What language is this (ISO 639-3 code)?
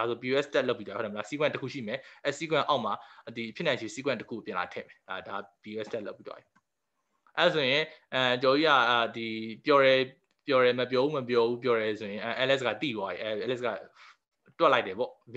mya